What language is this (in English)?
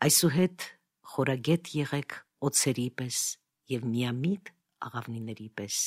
Armenian